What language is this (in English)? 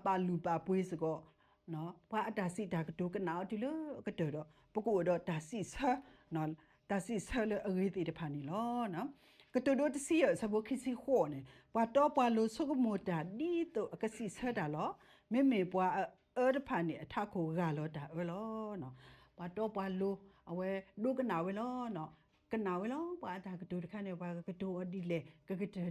S'gaw Karen